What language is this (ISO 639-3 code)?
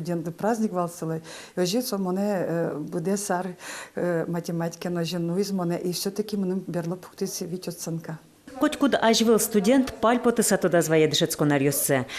udm